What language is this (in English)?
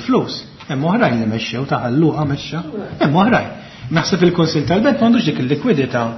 Maltese